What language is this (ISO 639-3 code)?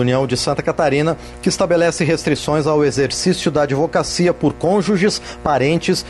por